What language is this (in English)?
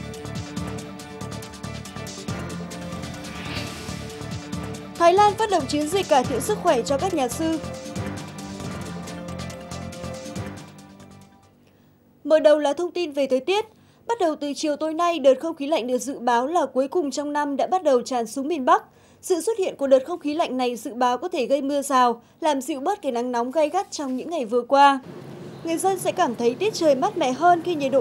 Vietnamese